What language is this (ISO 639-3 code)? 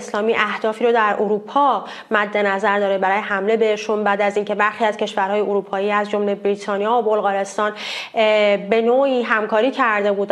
fas